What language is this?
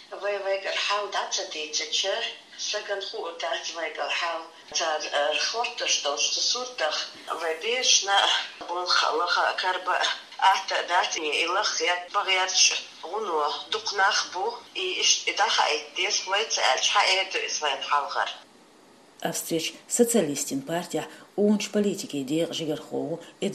Chechen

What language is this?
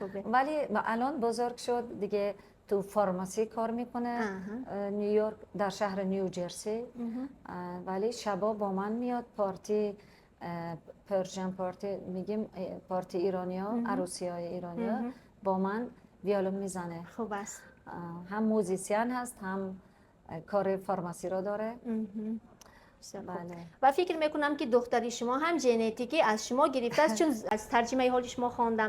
Tajik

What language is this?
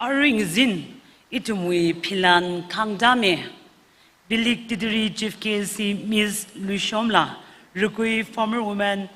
Tangkhul Naga (India)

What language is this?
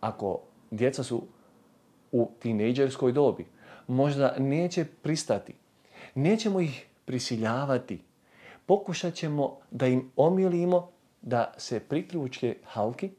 Bosnian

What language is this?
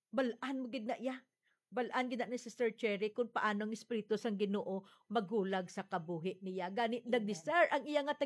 Hiligaynon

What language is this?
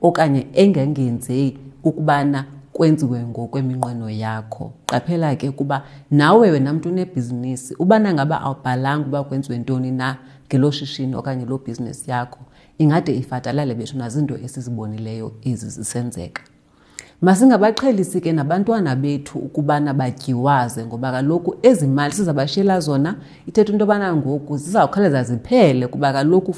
Xhosa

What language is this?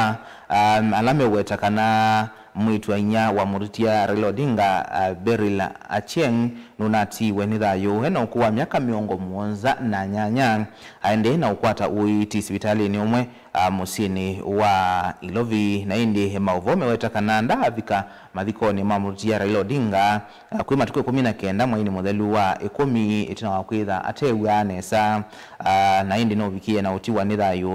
Kamba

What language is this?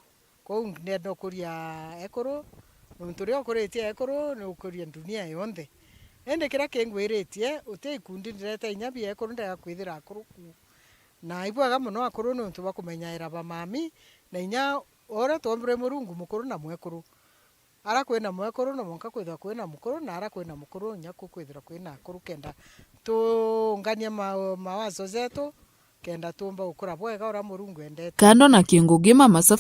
Meru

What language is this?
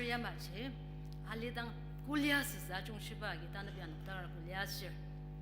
Ao Naga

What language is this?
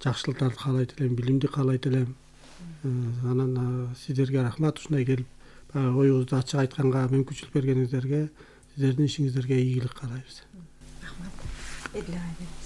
Kyrgyz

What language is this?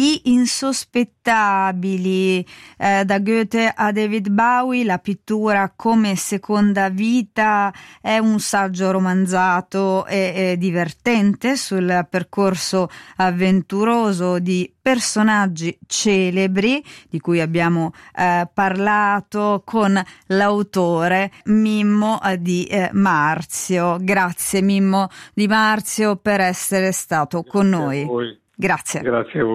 Italian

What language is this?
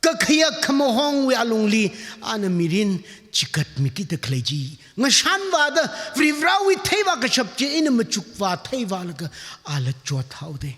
Tangkhul Naga (India)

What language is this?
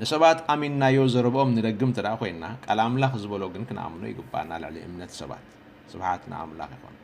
Tigrinya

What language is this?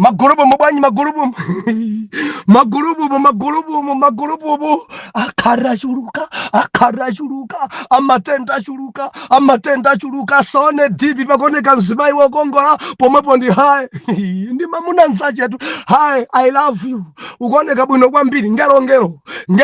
Nyanja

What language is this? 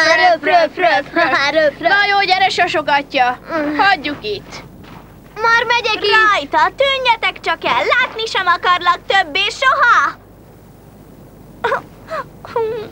Hungarian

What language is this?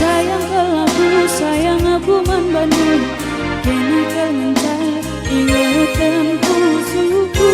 Batak Karo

